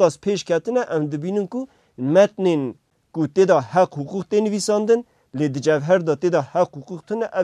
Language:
Kurdish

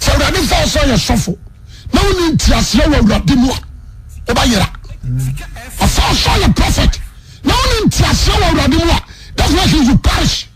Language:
Akan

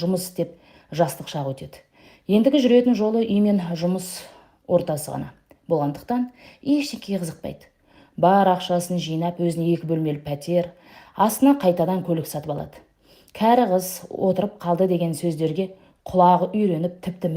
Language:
Kazakh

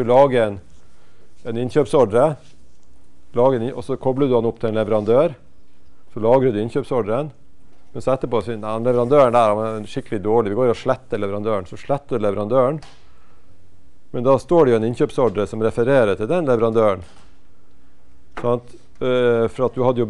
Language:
Norwegian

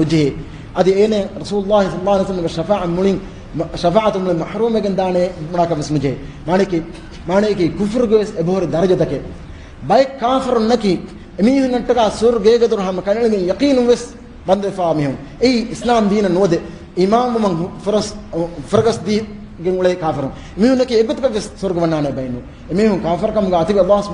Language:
Divehi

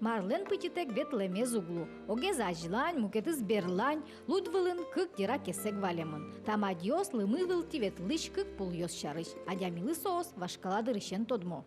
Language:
Udmurt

